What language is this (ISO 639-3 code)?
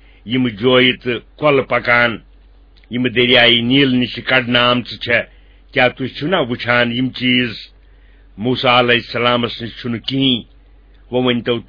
kas